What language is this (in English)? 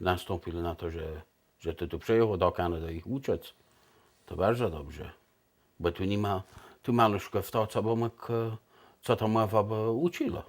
Kashubian